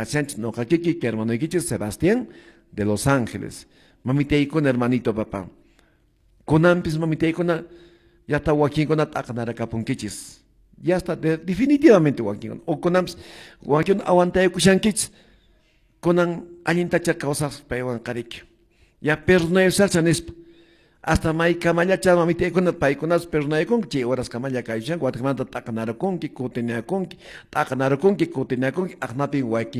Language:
Quechua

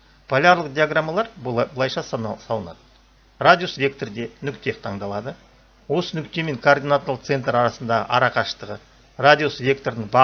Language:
Kazakh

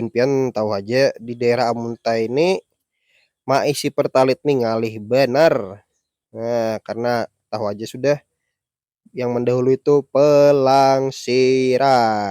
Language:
Banjar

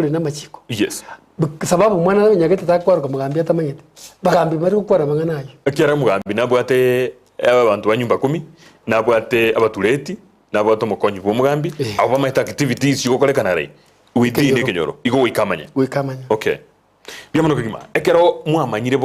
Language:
Gusii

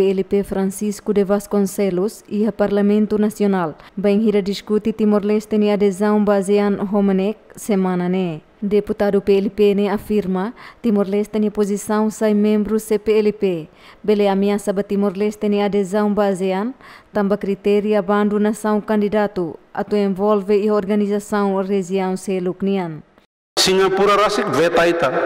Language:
Tetum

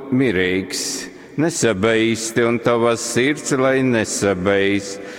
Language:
Latgalian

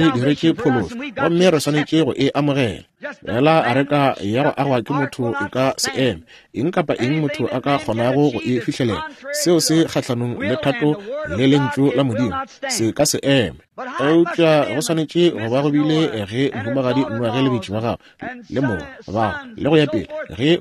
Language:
Northern Sotho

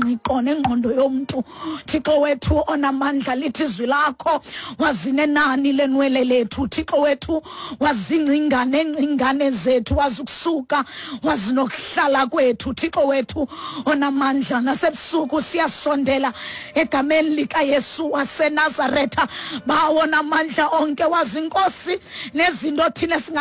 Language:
Xhosa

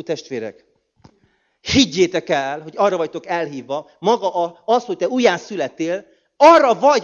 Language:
Hungarian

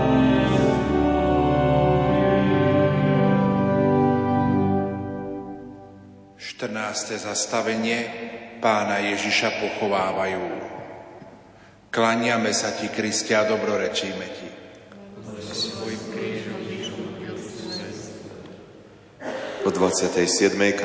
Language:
Slovak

